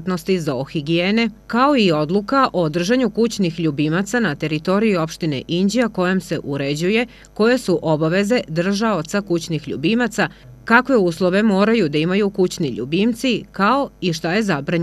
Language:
Serbian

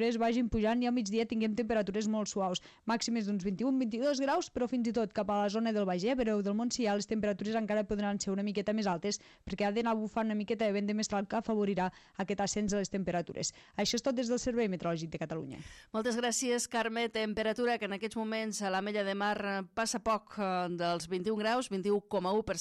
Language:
Catalan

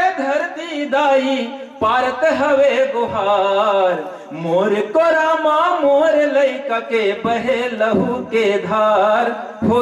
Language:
Chhattisgarhi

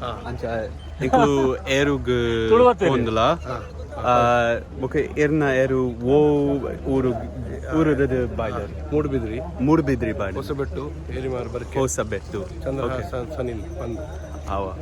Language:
Tulu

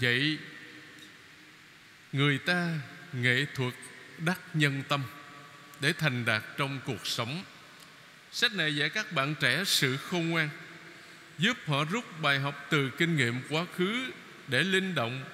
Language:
Vietnamese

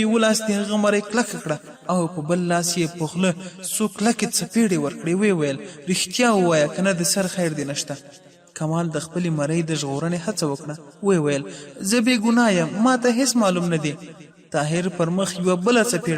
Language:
Pashto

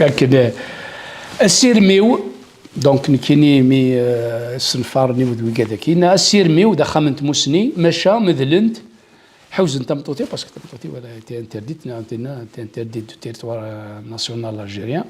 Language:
Kabyle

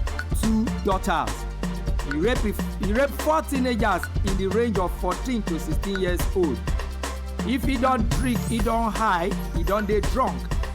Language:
Nigerian Pidgin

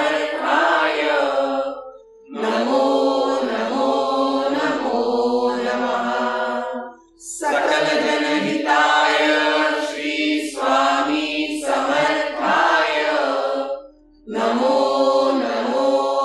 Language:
Marathi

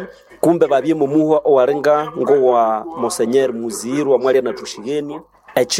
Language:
Nande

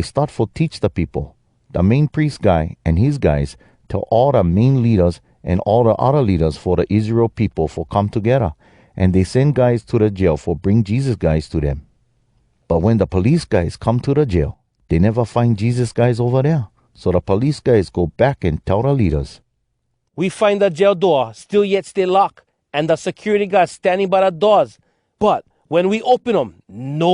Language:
Hawai'i Creole English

